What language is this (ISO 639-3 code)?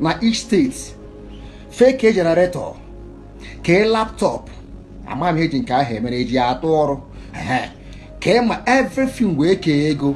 ibo